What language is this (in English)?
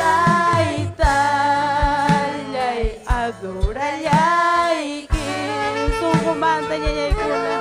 Ayacucho Quechua